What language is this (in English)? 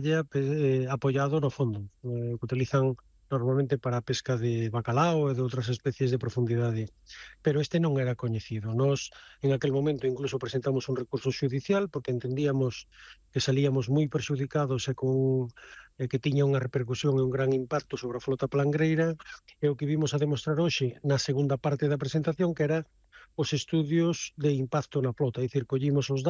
Galician